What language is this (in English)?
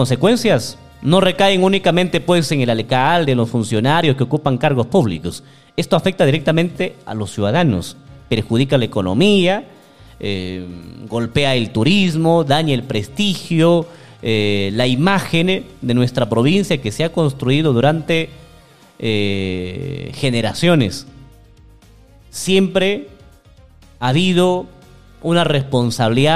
Spanish